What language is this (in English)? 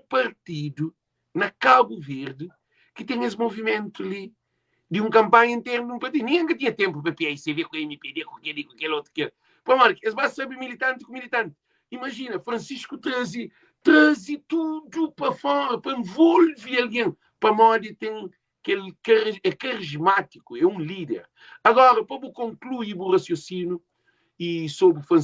Kabuverdianu